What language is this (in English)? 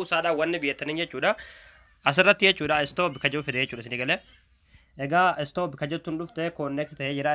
Oromo